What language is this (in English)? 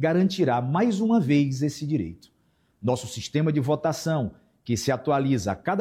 Portuguese